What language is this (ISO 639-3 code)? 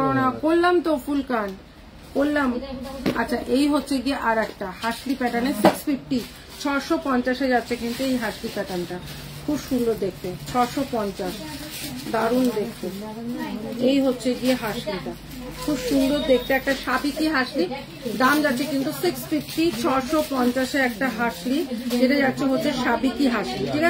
ben